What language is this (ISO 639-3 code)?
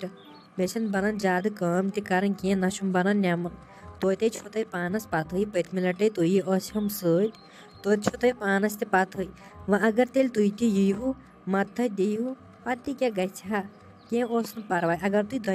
kas